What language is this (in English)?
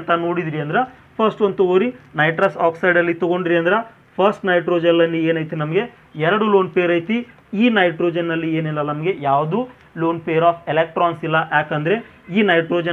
Kannada